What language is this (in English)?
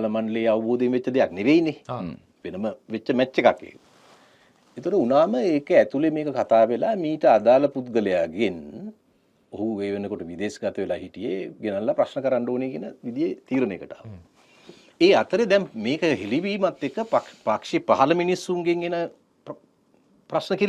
Sinhala